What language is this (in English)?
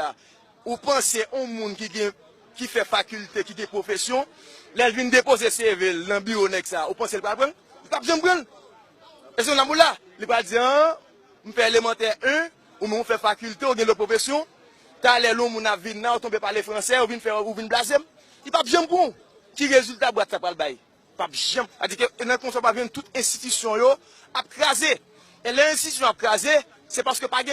Haitian Creole